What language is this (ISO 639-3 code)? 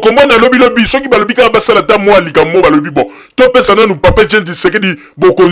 lin